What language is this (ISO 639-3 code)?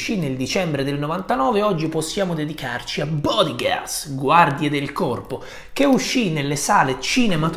ita